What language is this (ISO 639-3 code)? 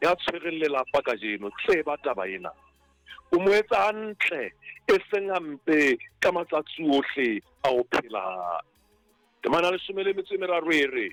sot